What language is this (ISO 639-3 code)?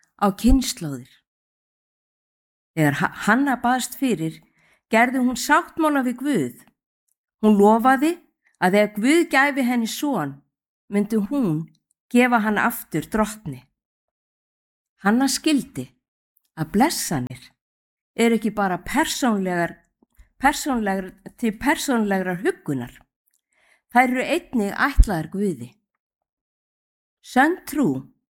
isl